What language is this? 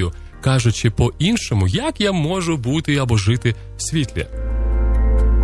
Ukrainian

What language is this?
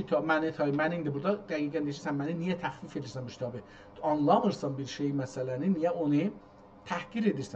South Azerbaijani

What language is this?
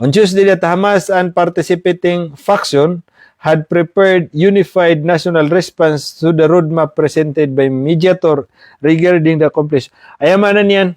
Maranao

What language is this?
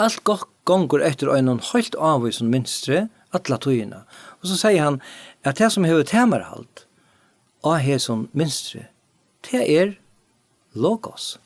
Faroese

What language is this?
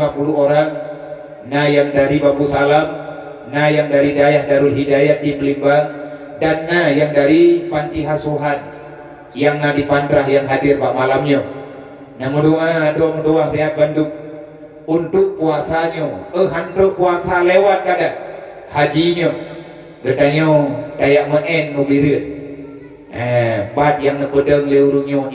Achinese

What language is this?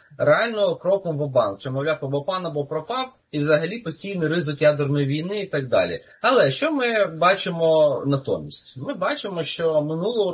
Ukrainian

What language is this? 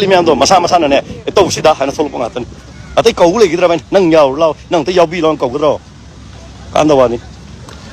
Manipuri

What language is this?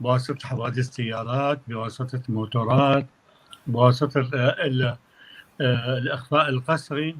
North Levantine Arabic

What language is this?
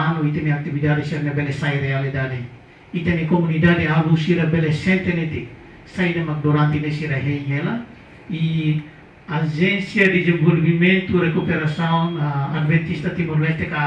Tetum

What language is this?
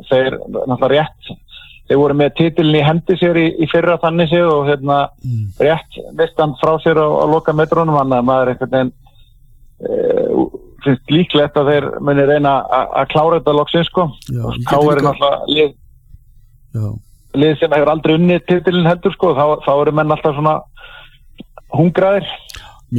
Icelandic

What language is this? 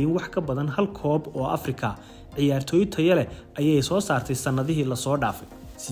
Somali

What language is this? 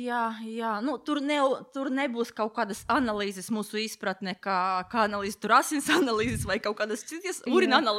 Latvian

